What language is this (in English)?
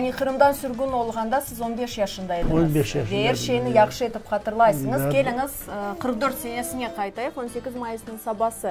Crimean Tatar